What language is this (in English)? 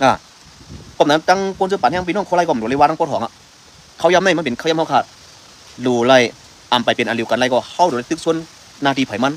Shan